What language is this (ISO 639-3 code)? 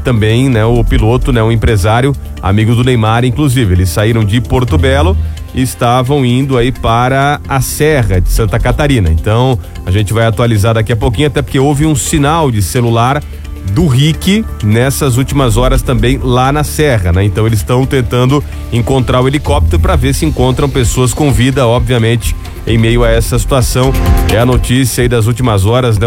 por